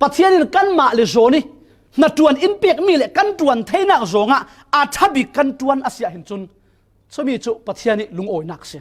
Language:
Falam Chin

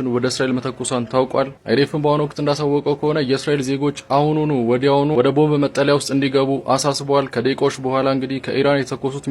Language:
Amharic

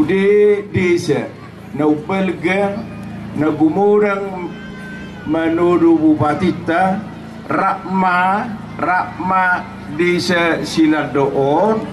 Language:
Batak Toba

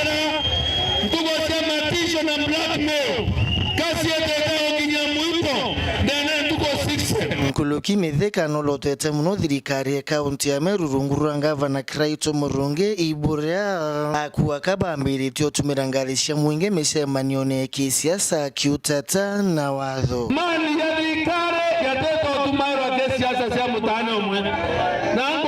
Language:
Meru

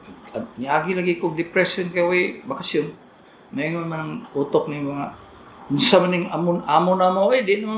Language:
Cebuano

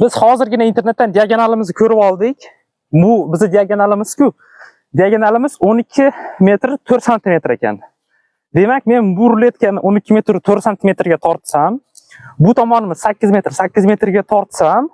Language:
Uzbek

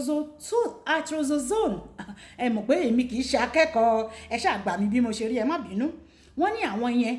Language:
Yoruba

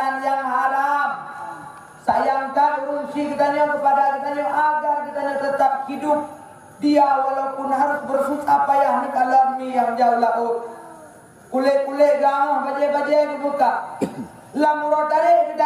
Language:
Achinese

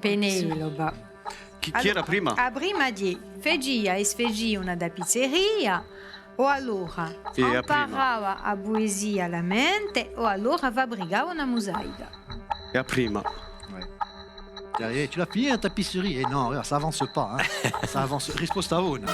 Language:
Corsican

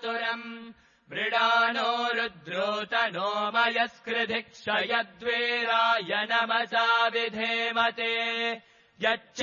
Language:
Sanskrit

